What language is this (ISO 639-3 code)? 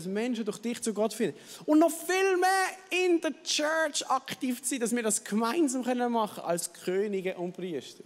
gsw